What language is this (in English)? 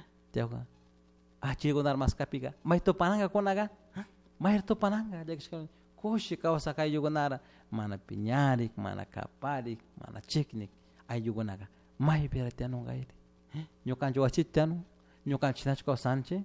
Chimborazo Highland Quichua